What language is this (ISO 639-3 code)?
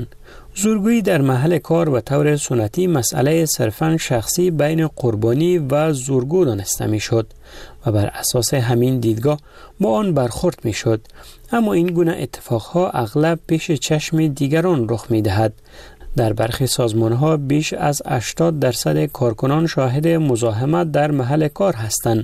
fas